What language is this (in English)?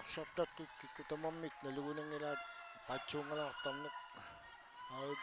Kalaallisut